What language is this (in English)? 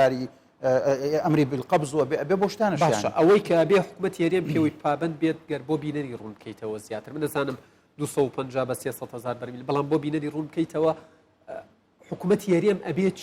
Central Kurdish